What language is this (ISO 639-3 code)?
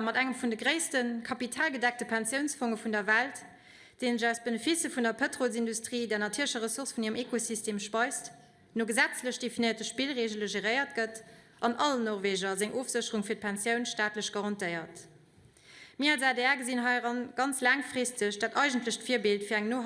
ltz